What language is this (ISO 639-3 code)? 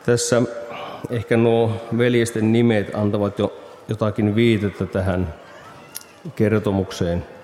fin